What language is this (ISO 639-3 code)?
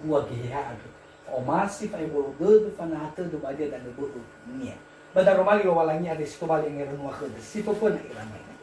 nia